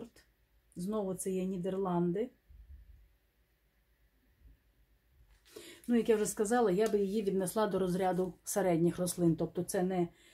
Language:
Ukrainian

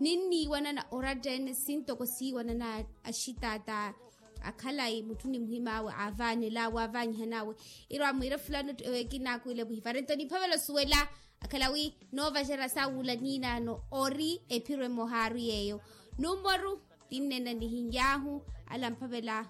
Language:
Makhuwa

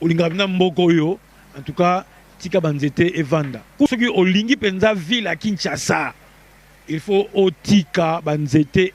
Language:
Lingala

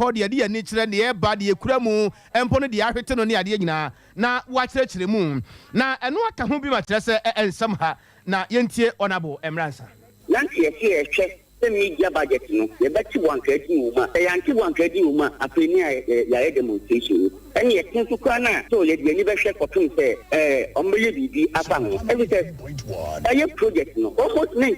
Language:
Akan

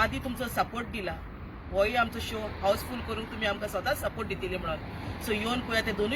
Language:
Konkani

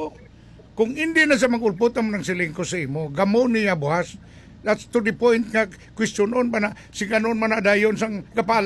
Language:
Hiligaynon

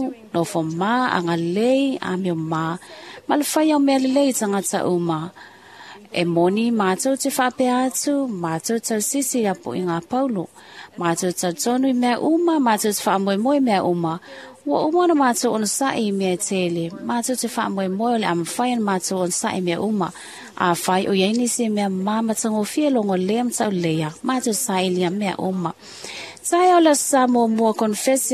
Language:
Samoan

